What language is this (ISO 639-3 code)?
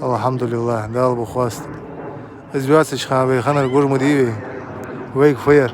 inh